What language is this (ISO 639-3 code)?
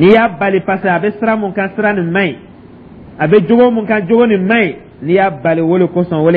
dyu